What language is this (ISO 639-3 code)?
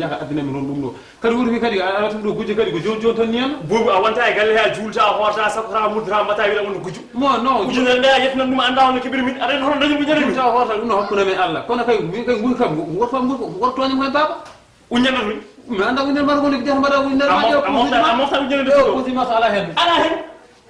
ful